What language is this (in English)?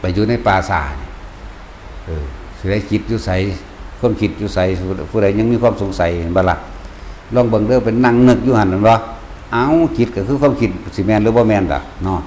Northeastern Thai